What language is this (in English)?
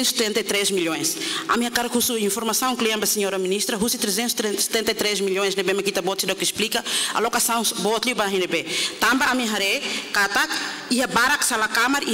Tetum